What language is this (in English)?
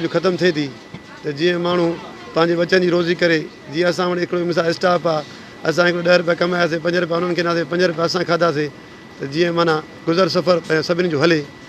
Sindhi